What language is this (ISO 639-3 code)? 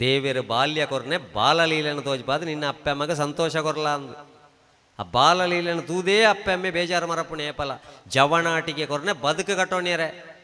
tcy